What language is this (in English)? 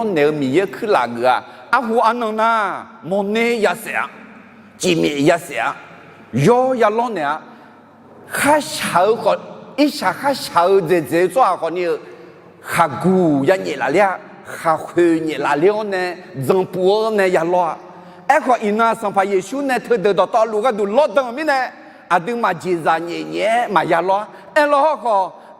Akha